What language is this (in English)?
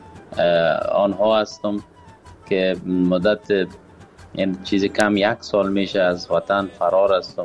Persian